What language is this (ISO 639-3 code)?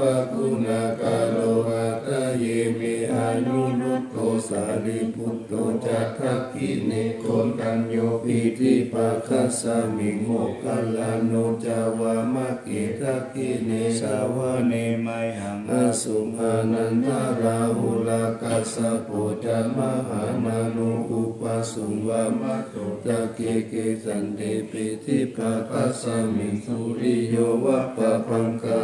pli